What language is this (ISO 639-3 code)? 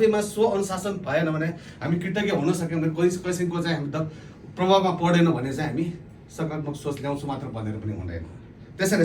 nep